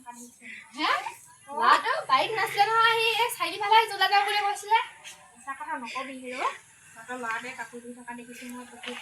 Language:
Assamese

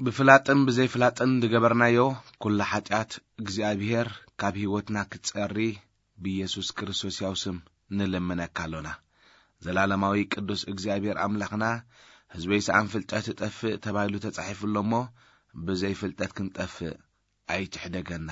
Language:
Tigrinya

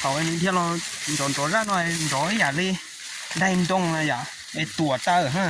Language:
Hmong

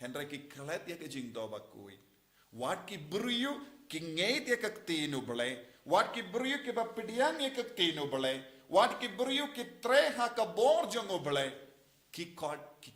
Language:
Khasi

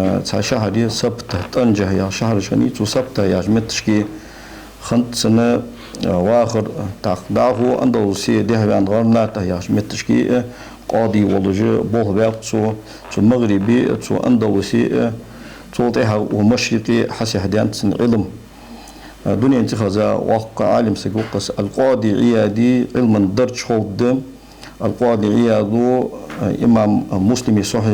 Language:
Ingush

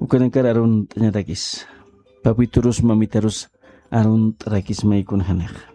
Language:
Aymara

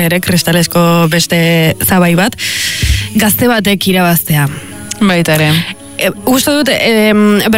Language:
Basque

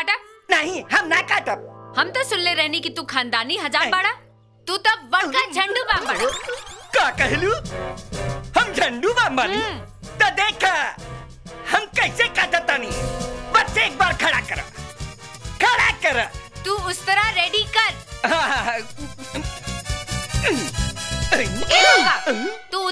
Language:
Bhojpuri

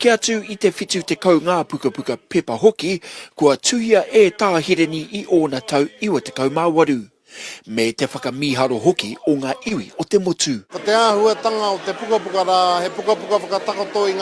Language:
Māori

